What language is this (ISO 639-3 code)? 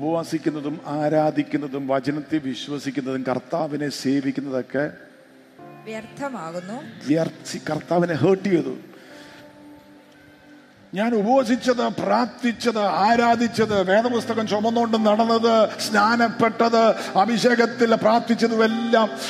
mal